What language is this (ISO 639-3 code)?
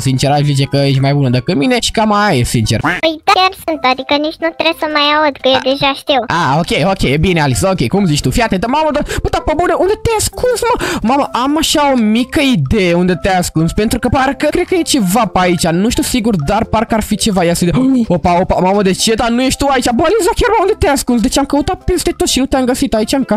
ron